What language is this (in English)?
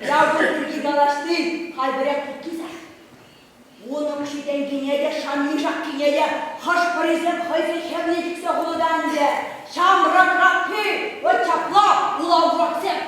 Chuvash